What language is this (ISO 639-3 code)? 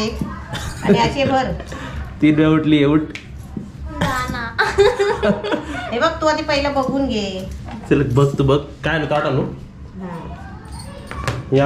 mar